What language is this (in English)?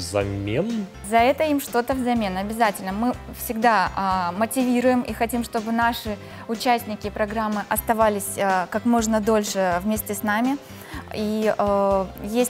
Russian